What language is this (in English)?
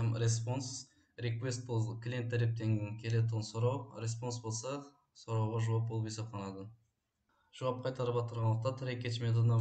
Kara-Kalpak